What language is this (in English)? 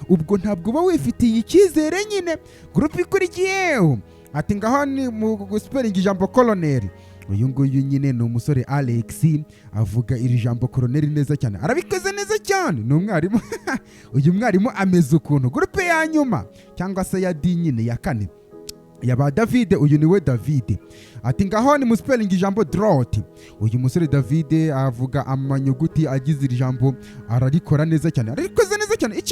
Kinyarwanda